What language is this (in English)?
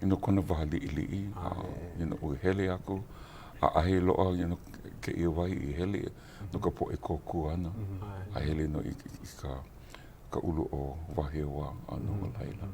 Hawaiian